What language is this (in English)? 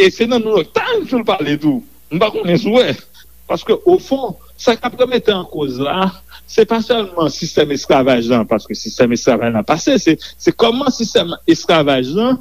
Haitian Creole